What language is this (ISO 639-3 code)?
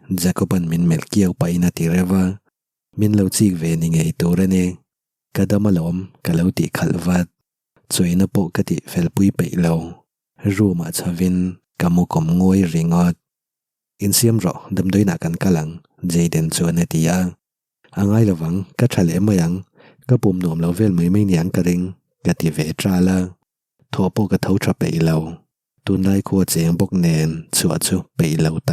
lus